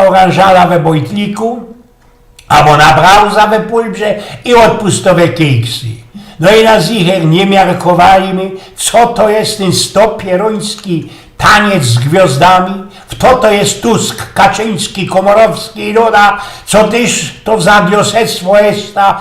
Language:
Silesian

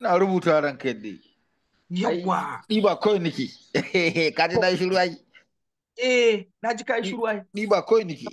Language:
Hausa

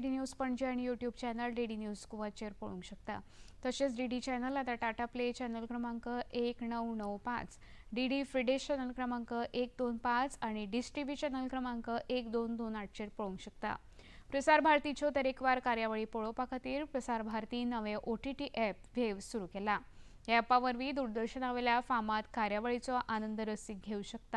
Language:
Konkani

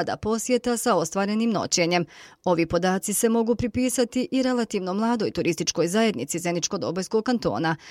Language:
Bosnian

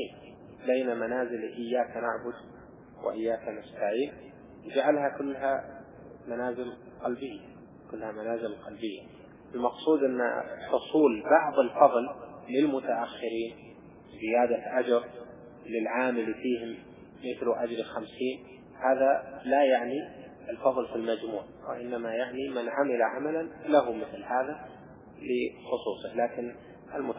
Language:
Arabic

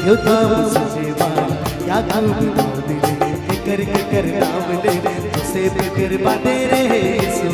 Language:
Sadri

